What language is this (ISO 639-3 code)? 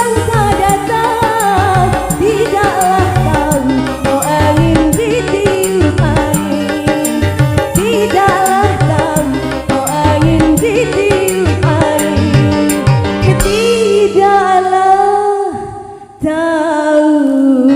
bjn